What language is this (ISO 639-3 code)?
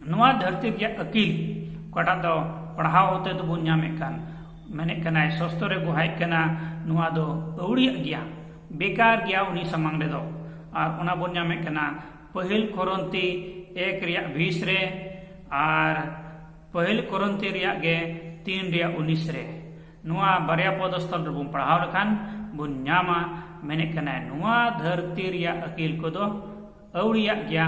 sat